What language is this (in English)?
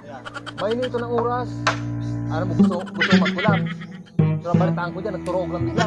Bikol